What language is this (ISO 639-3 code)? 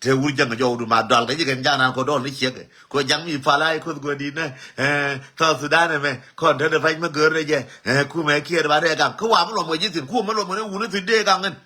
nus